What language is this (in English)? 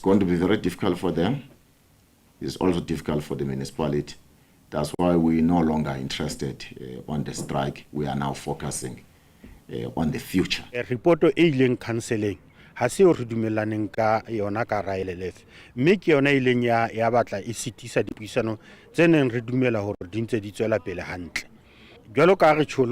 Southern Sotho